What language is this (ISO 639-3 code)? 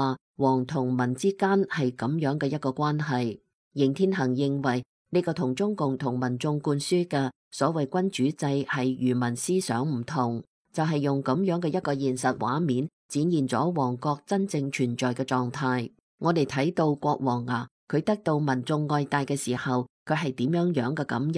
yue